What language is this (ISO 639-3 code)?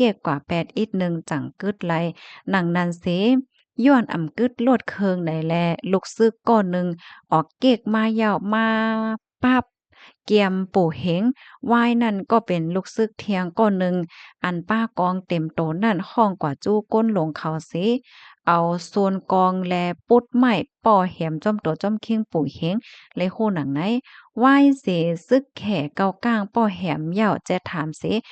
shn